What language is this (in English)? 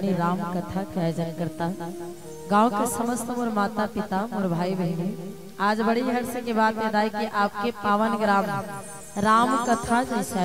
Chhattisgarhi